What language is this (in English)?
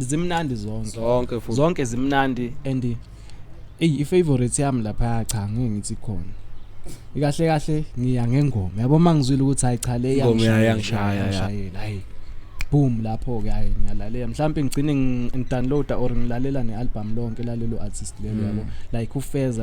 Zulu